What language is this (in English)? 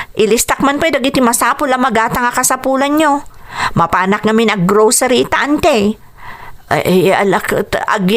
Iloko